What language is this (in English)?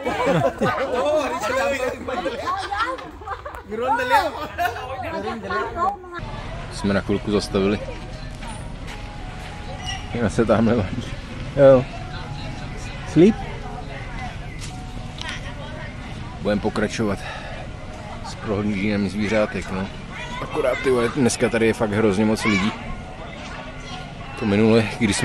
Czech